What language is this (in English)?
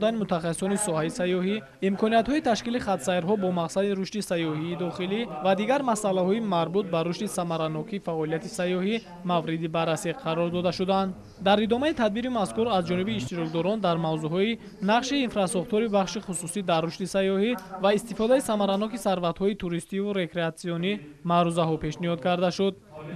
Tajik